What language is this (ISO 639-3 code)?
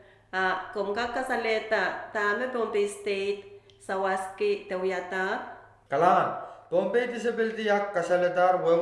pon